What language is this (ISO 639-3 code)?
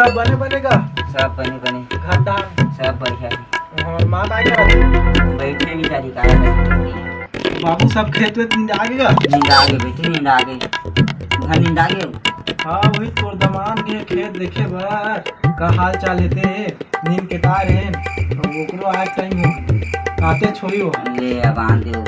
hne